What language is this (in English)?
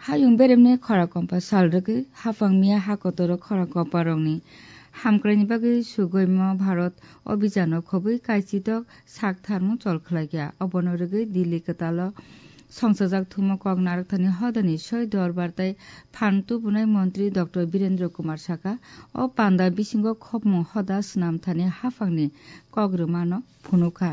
Kok Borok